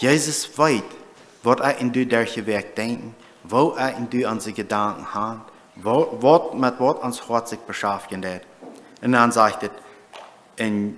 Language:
Plautdietsch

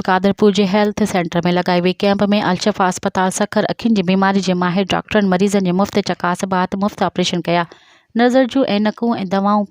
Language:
Sindhi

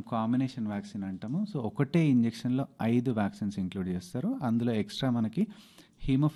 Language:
Telugu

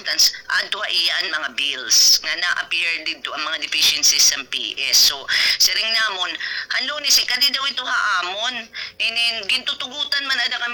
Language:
Waray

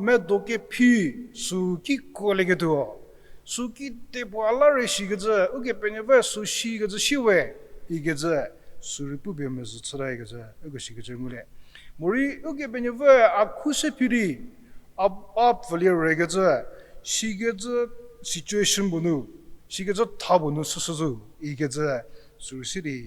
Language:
Angami Naga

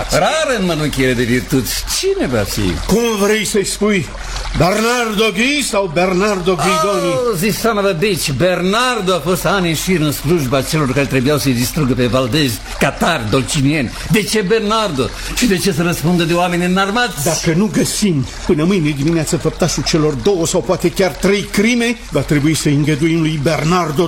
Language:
Romanian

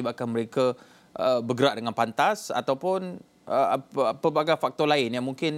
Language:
Malay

